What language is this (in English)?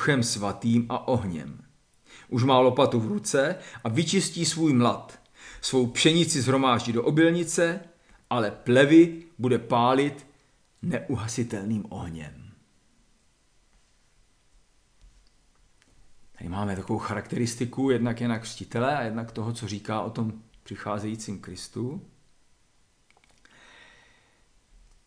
Czech